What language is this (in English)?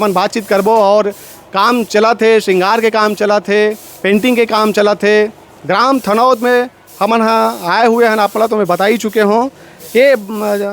Chhattisgarhi